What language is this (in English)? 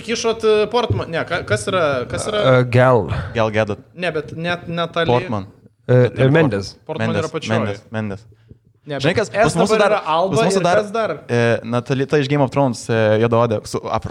Lithuanian